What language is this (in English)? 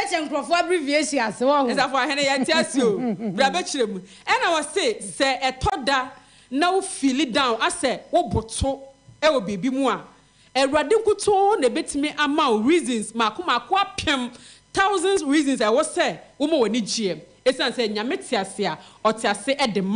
Akan